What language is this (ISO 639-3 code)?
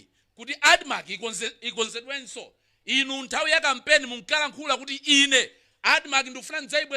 nya